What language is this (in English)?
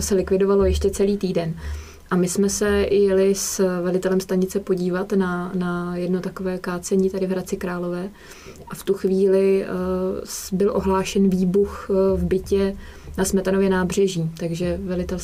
Czech